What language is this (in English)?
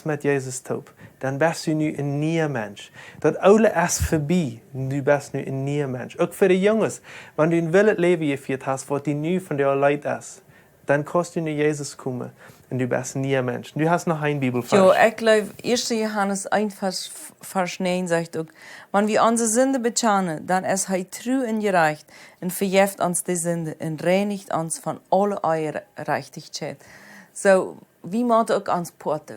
Plautdietsch